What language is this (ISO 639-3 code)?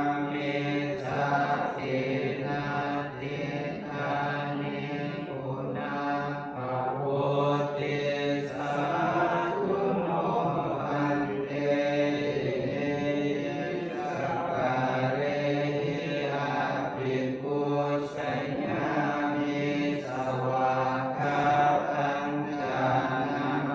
pli